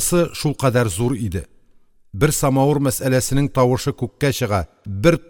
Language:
Tatar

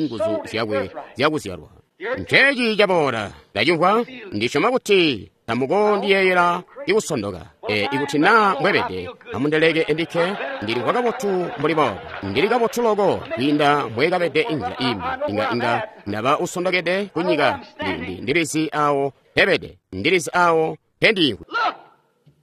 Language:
Tonga (Zambia)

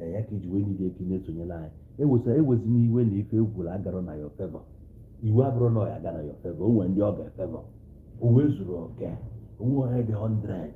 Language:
Igbo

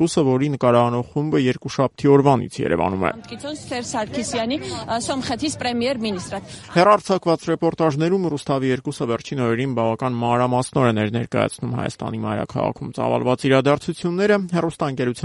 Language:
Armenian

